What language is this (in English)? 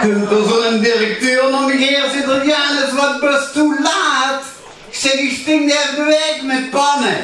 Limburgish